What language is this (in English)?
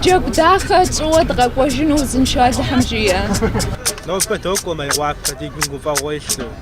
Kabardian